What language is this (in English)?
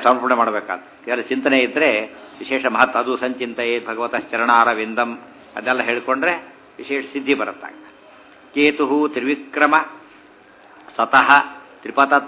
Kannada